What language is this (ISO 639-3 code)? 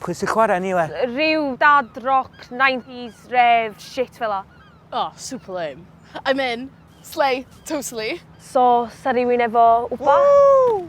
cym